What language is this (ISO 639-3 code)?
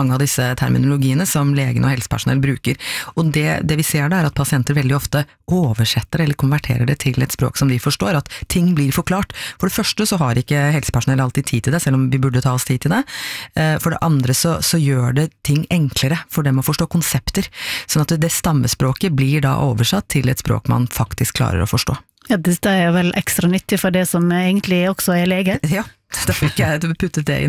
nor